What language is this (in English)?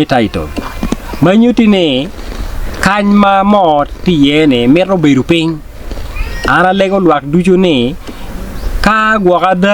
Acoli